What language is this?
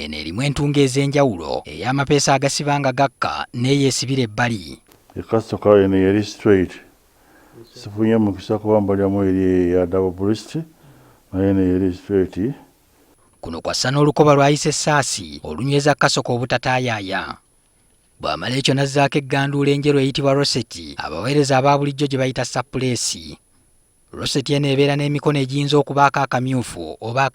Ganda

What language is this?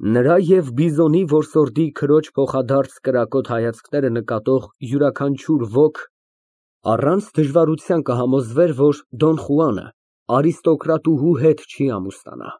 Armenian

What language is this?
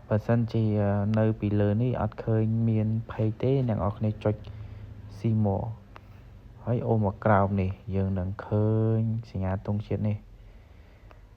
Khmer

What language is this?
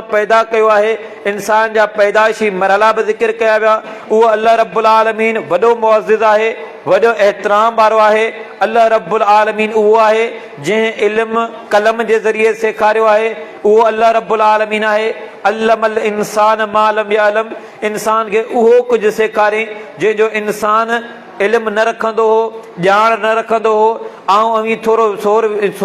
Sindhi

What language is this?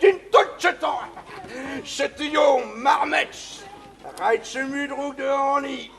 Breton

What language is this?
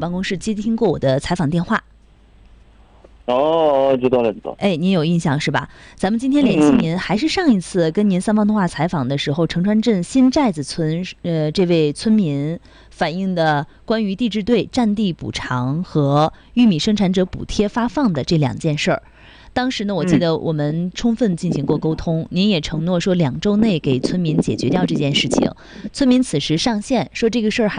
Chinese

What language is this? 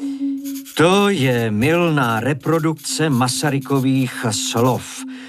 Czech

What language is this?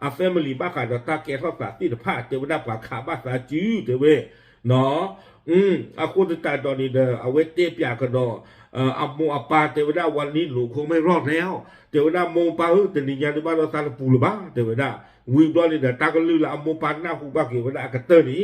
S'gaw Karen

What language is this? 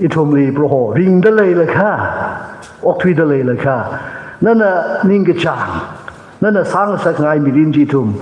Tangkhul Naga (India)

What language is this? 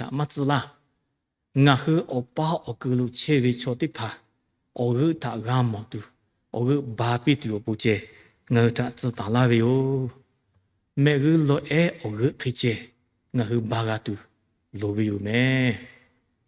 Lahu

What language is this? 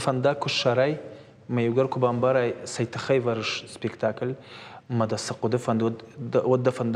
Ossetic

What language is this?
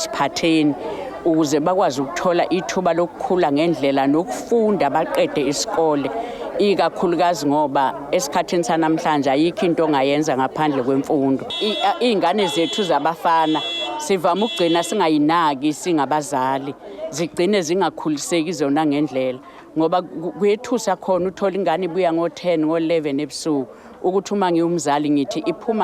Zulu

